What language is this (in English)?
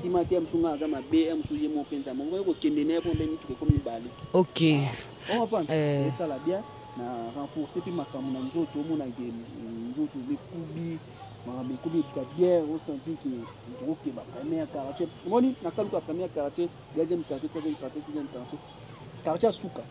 Lingala